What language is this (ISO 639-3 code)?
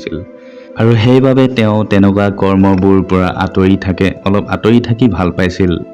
asm